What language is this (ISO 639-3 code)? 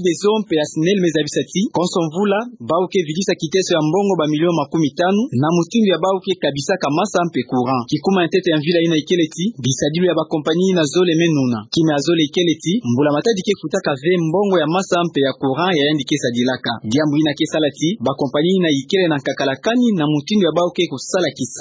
ktu